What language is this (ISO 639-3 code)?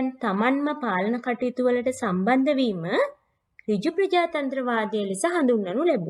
sin